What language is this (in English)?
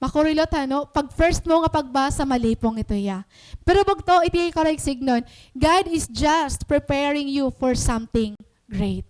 Waray